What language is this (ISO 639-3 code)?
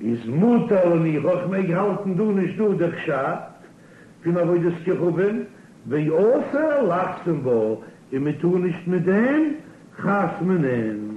yid